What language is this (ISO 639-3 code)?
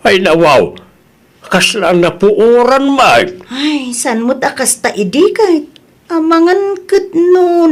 ilo